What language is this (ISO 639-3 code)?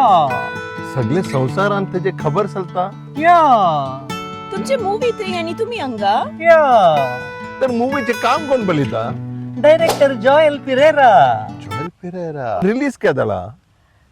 kok